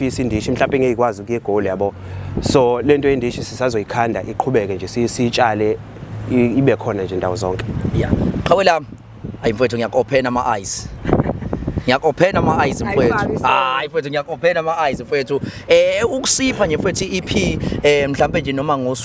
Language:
Zulu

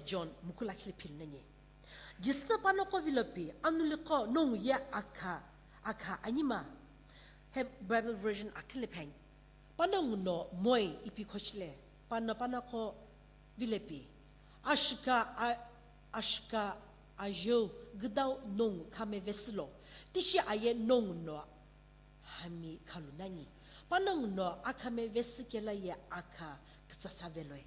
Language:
Sumi Naga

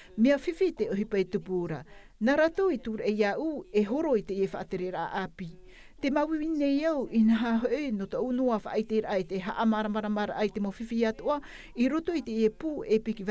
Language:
Tahitian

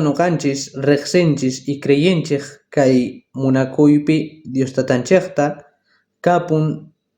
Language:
South Bolivian Quechua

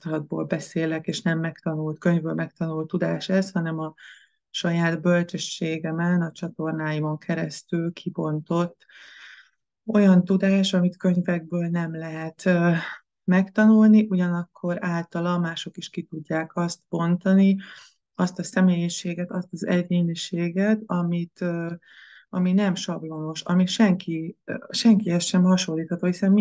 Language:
Hungarian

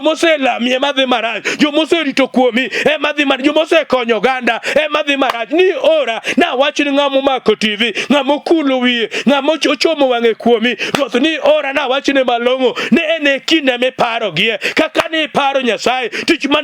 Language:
Luo (Kenya and Tanzania)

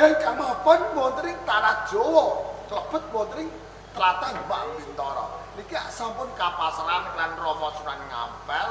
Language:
Javanese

